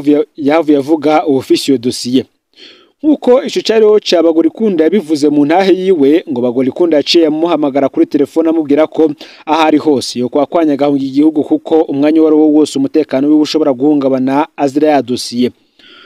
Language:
Rundi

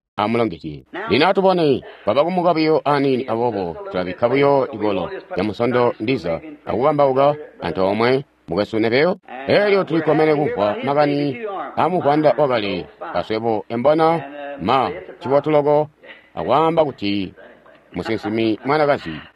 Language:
Tonga (Zambia)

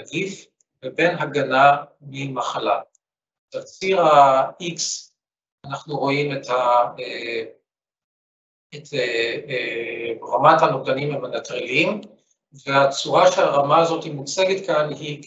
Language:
Hebrew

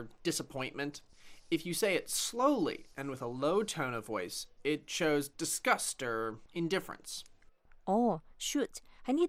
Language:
Cantonese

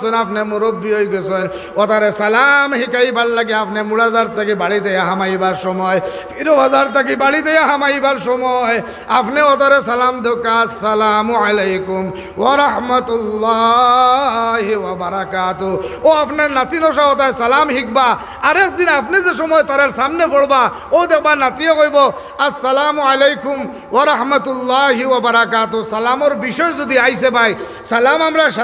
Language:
Sylheti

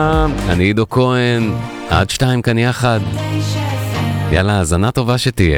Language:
Hebrew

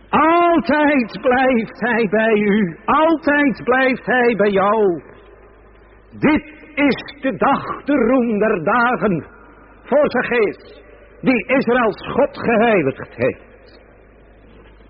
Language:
Dutch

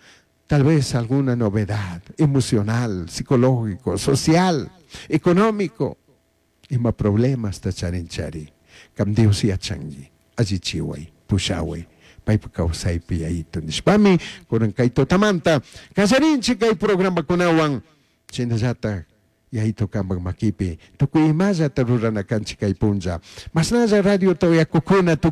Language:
Chimborazo Highland Quichua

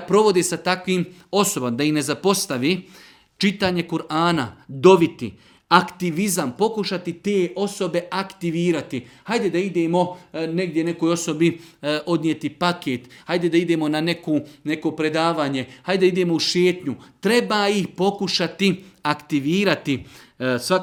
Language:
Bosnian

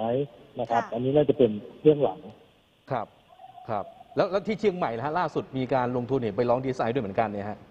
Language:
Thai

